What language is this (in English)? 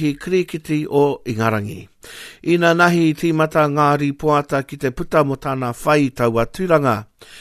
Māori